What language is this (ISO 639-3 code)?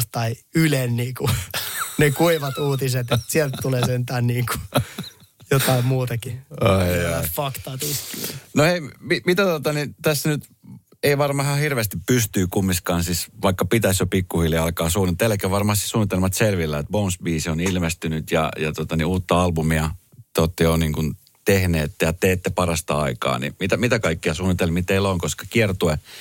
fin